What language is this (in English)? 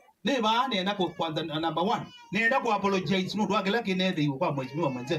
Kamba